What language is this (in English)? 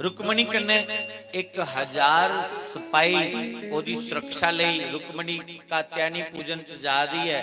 Dogri